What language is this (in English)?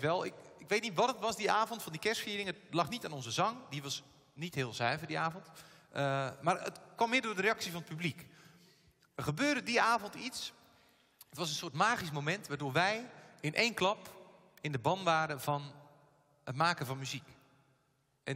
Dutch